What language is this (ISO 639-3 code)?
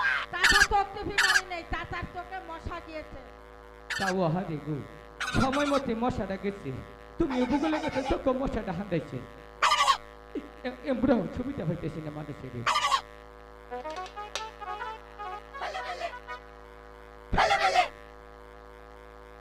ben